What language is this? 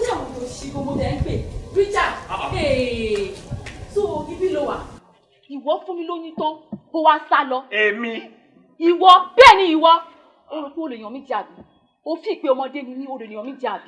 Yoruba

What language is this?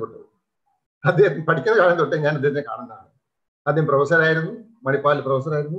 Malayalam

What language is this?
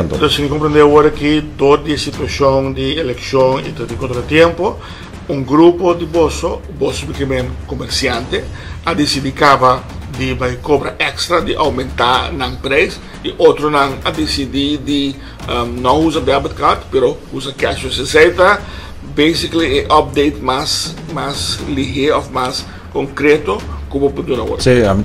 Papiamento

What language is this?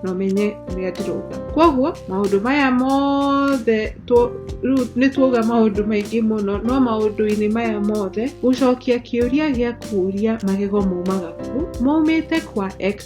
Kikuyu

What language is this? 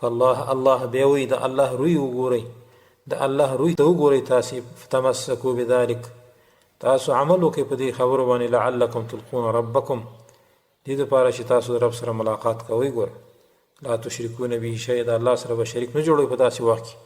Pashto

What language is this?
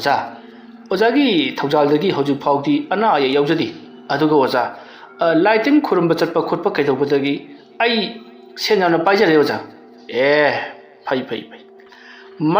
Manipuri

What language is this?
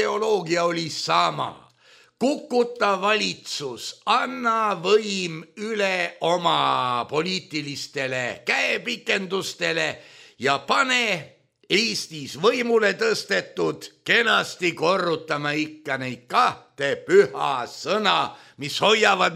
Estonian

